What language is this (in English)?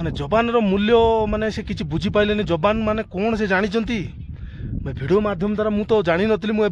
Odia